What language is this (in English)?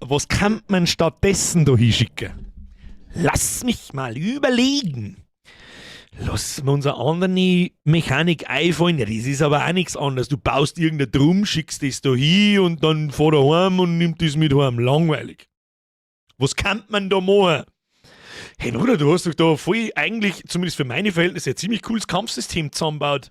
Bavarian